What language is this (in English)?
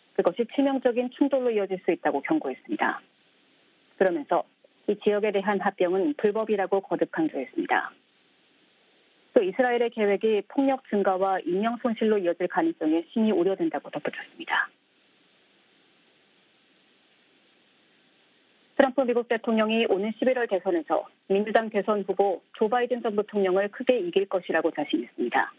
Korean